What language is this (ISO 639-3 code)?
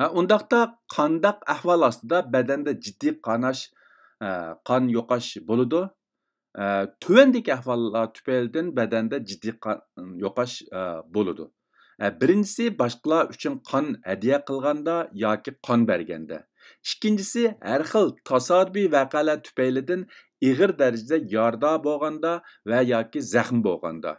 uig